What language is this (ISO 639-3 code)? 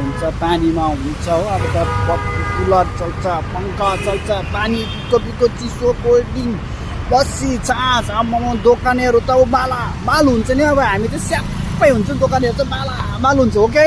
nep